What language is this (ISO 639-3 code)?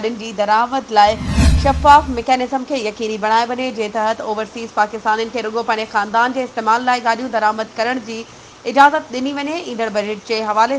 snd